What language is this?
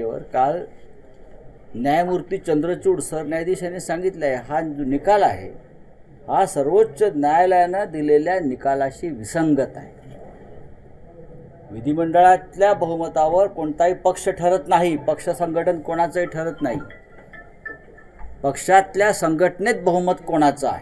Marathi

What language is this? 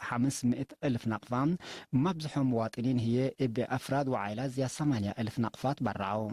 Tigre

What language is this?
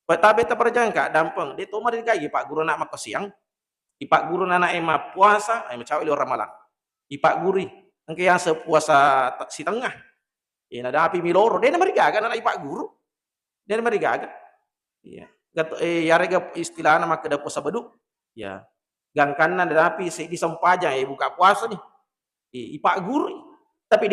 Buginese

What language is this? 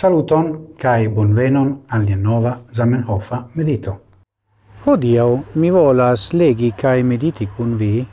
Esperanto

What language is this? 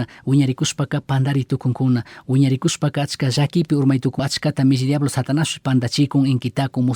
Chimborazo Highland Quichua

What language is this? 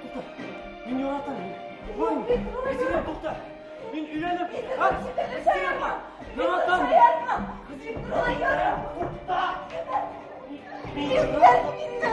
Bashkir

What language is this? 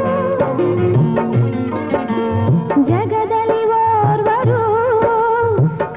Kannada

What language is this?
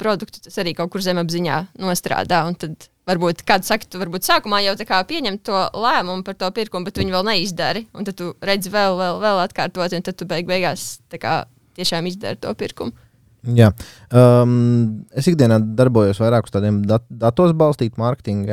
Latvian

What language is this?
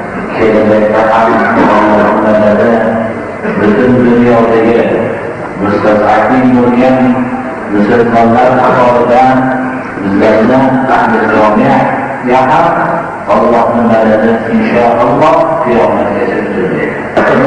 Uyghur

